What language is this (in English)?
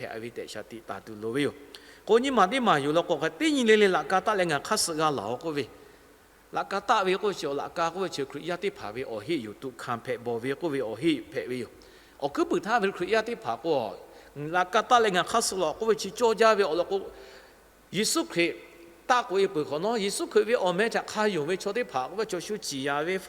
Lahu